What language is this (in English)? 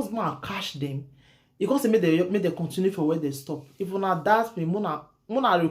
Nigerian Pidgin